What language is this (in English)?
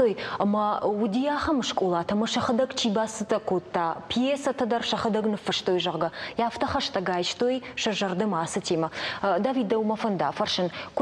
Ossetic